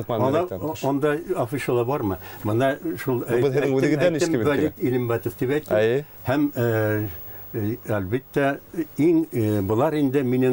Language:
Bashkir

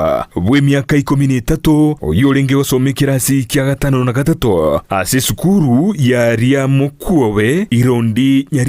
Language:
Gusii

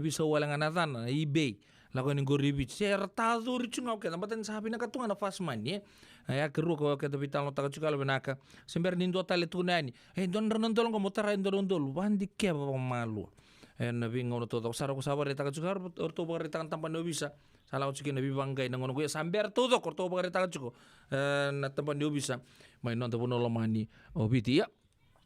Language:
Fijian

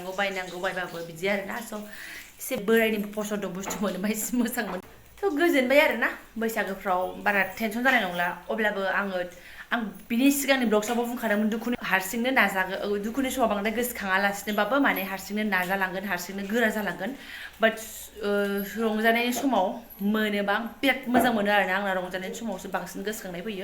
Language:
Bodo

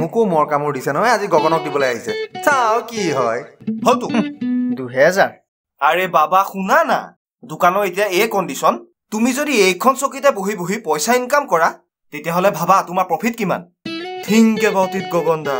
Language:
Assamese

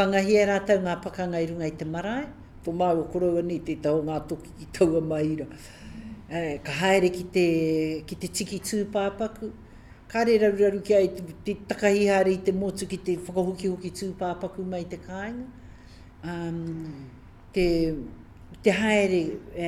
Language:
Māori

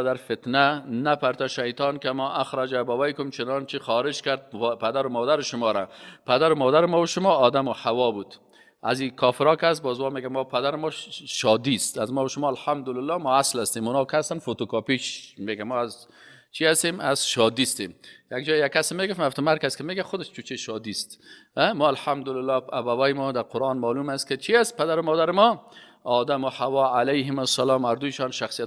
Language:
Persian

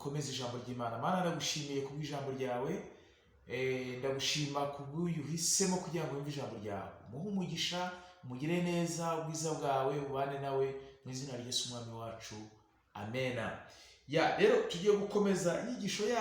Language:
Kinyarwanda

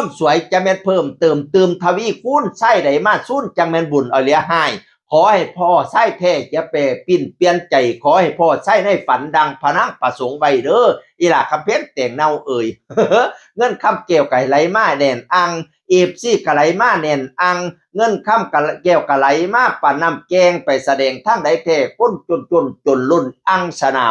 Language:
Northeastern Thai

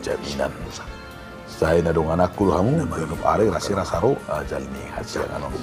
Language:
Batak Toba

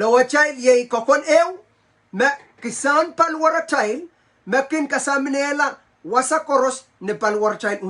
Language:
Pohnpeian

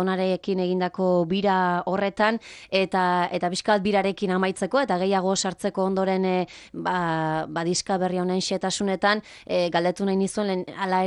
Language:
Basque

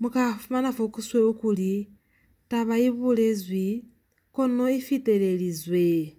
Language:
Lozi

